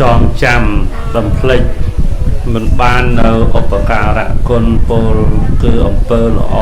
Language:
Khmer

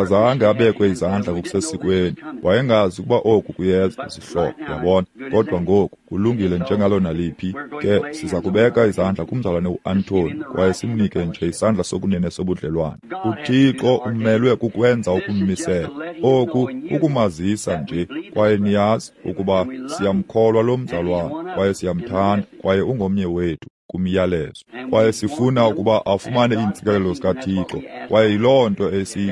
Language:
Xhosa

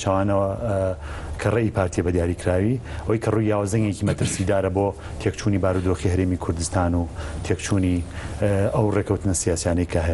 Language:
Central Kurdish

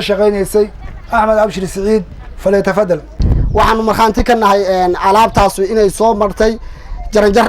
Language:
Somali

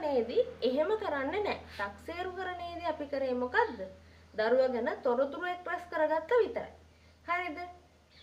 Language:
Sinhala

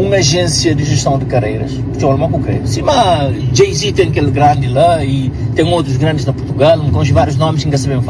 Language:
Kabuverdianu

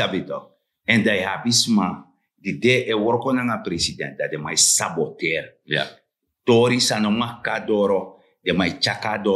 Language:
Sranan Tongo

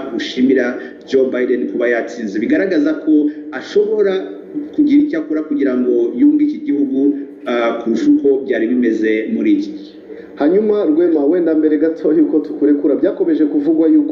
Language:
Kinyarwanda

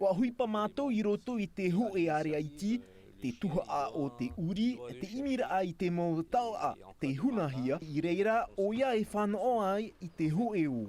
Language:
Tahitian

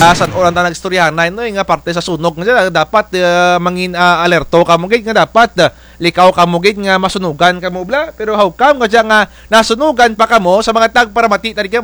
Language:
Kinaray-a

